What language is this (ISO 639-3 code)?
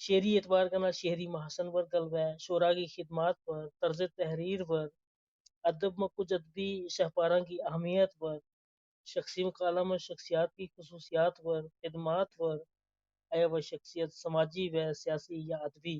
gju